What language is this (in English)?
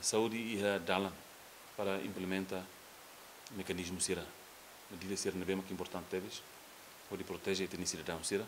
Tetum